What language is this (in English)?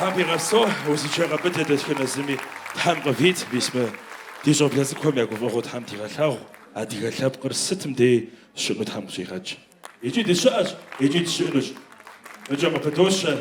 Kabardian